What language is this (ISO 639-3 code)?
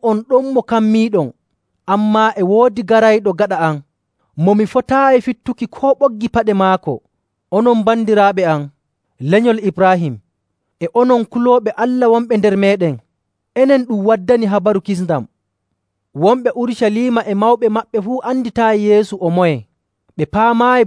fuv